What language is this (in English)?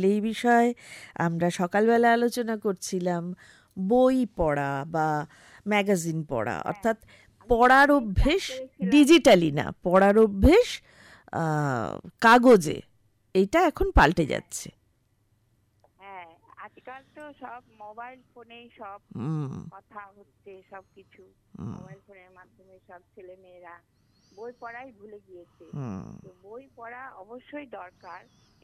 Bangla